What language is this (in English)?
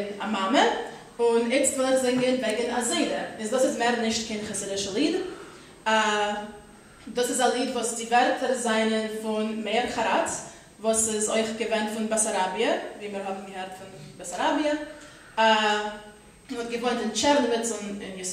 Yiddish